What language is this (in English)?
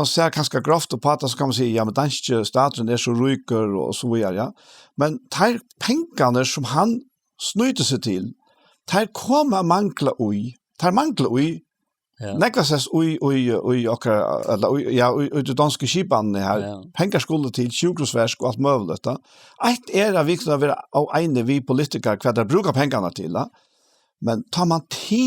Faroese